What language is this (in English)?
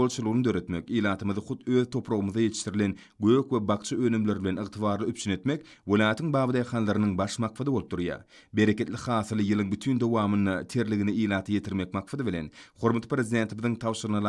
Turkmen